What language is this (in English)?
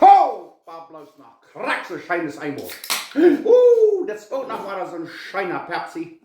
Plautdietsch